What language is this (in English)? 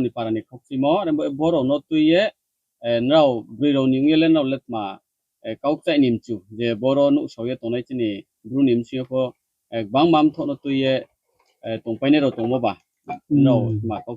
Riang (India)